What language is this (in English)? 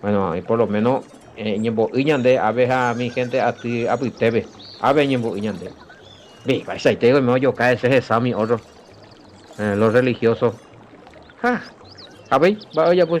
Guarani